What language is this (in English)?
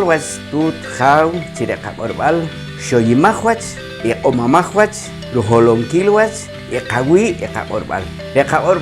Poqomchi'